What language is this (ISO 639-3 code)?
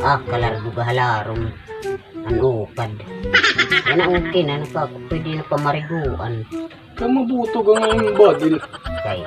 war